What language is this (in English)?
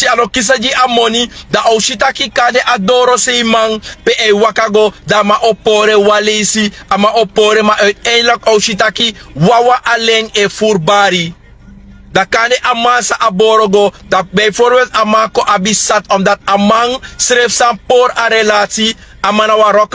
Sranan Tongo